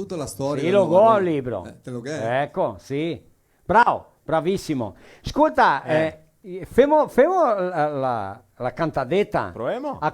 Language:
Venetian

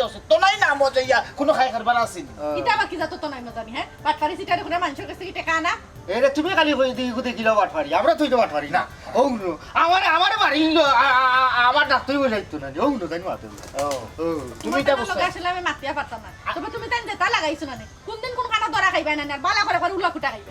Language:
Sylheti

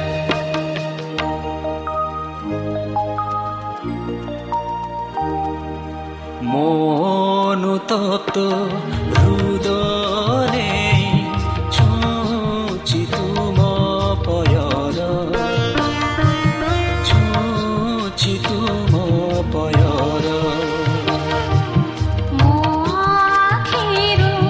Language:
Odia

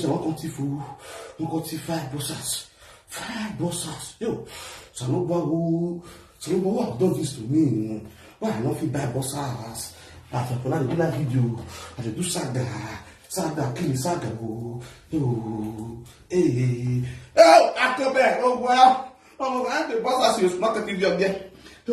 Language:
Nigerian Pidgin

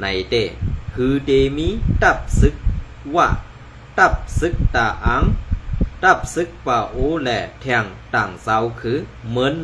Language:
Shan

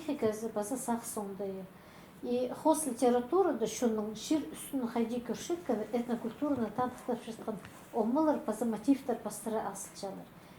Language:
Khakas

